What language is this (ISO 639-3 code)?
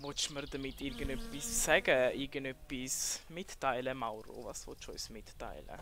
gsw